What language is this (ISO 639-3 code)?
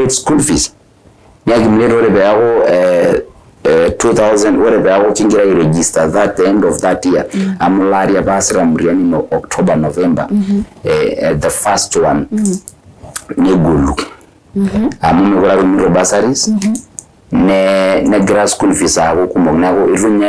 mas